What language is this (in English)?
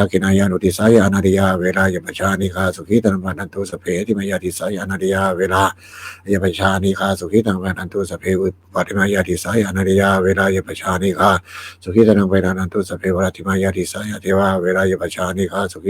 Pali